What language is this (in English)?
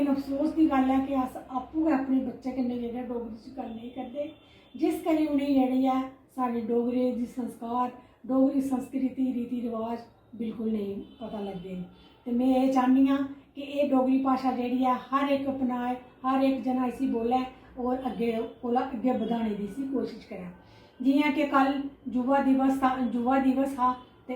Dogri